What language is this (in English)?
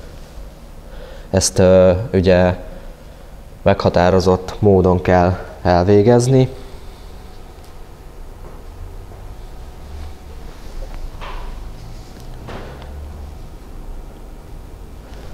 Hungarian